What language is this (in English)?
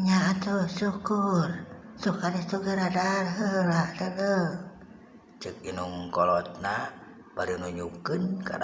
Sundanese